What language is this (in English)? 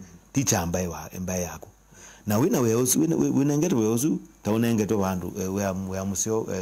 Kamba